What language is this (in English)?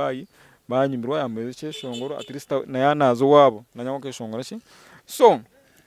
Nyankole